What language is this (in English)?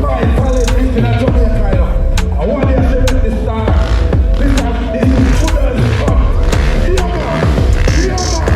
Jamaican Creole English